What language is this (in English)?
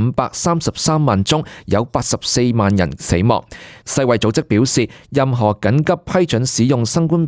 Cantonese